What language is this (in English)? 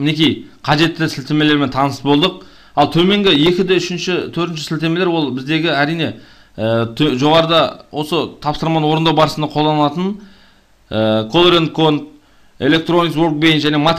Kazakh